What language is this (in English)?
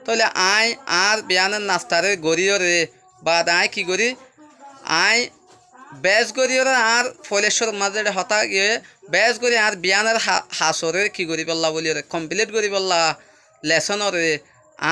Rohingya